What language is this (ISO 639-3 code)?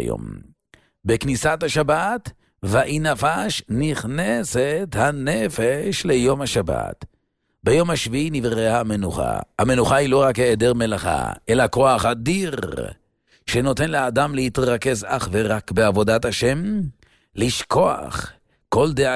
heb